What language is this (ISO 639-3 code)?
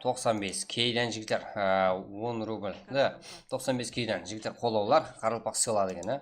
kaa